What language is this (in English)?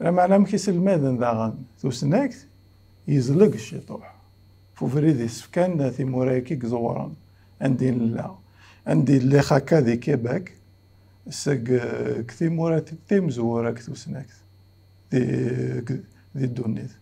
Kabyle